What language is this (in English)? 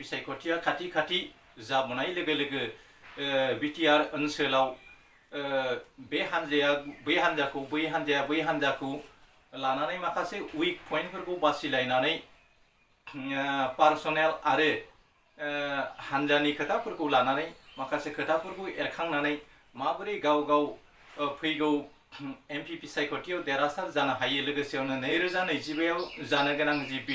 Bodo